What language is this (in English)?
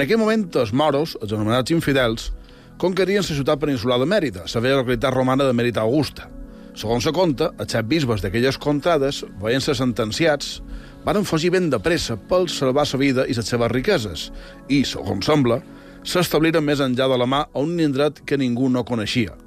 Catalan